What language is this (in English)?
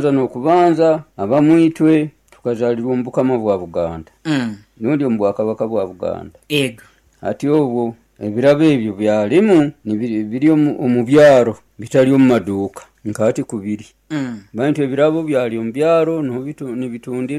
Nyoro